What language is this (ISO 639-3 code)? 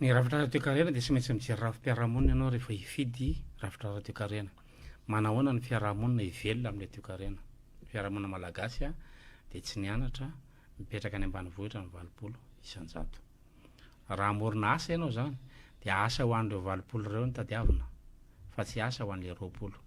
mlg